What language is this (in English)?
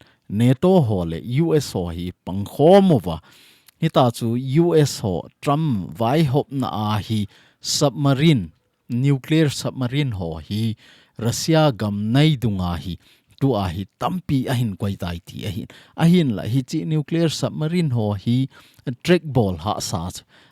Thado Chin